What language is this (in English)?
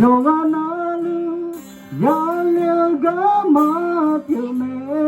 Akha